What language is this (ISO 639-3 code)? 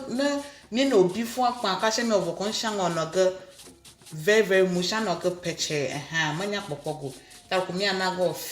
ewe